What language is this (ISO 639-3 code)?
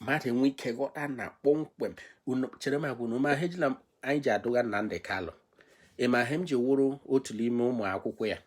ibo